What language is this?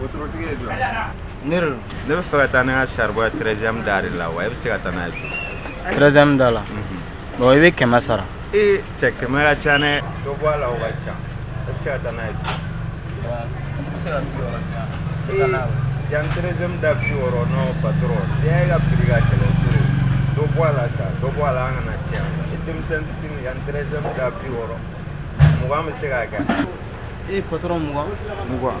Bambara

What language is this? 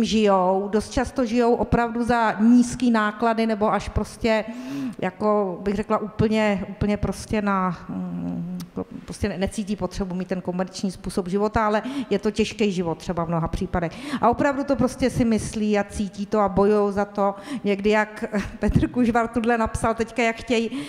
Czech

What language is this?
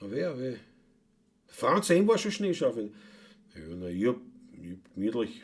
Bavarian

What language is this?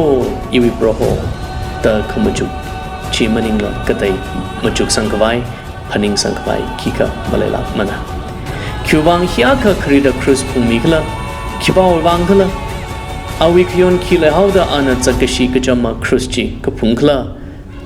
Tangkhul Naga (India)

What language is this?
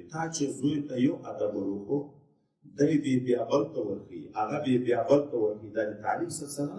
Pashto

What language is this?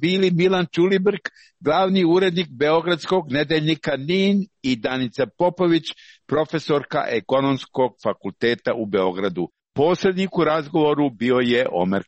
Serbian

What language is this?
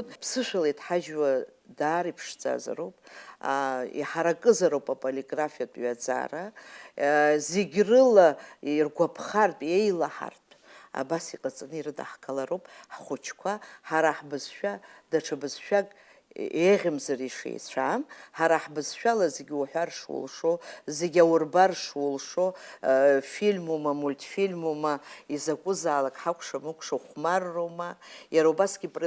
Abkhazian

